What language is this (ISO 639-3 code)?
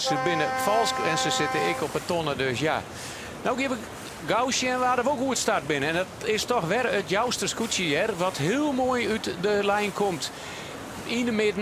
fry